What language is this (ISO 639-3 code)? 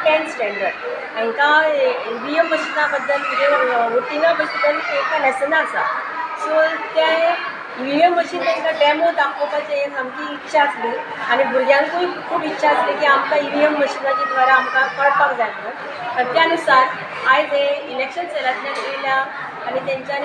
kok